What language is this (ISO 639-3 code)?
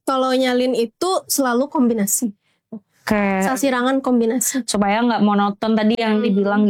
ind